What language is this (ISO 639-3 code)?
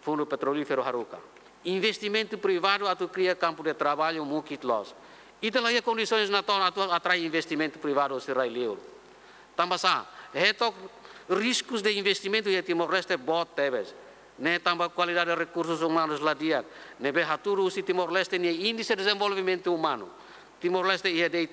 tet